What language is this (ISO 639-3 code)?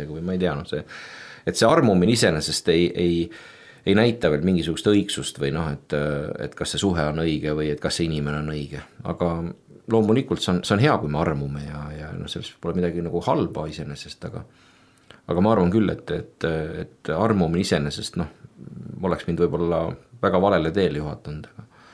est